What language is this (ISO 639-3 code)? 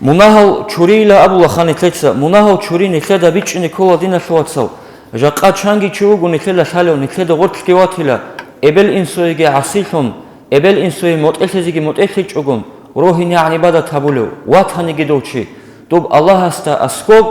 ava